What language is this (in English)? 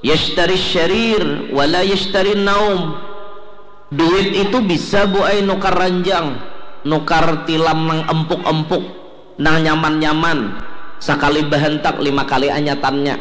Banjar